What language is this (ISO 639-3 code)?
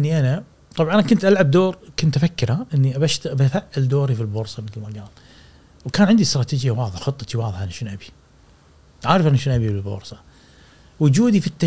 afb